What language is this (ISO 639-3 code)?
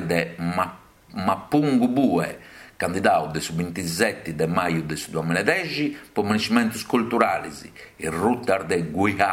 srd